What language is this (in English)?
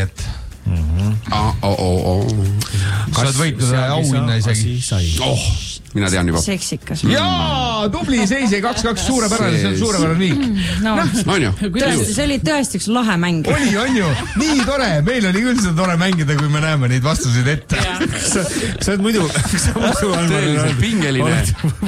Estonian